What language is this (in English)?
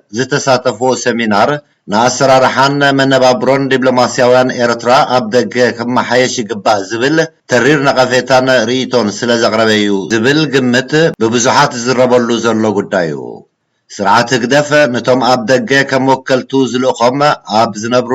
Tigrinya